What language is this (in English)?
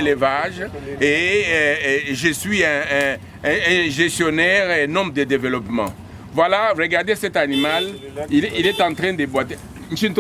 Luba-Lulua